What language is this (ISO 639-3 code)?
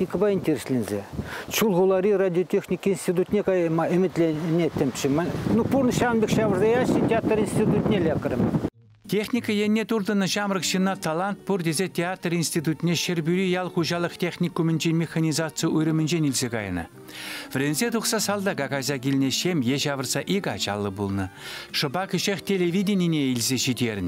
chv